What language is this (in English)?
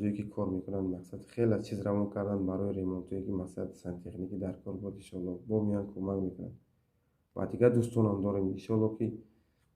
Tajik